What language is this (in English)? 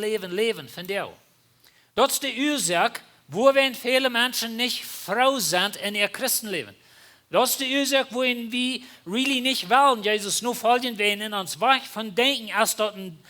Plautdietsch